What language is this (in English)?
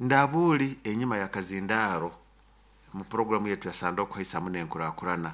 Nyoro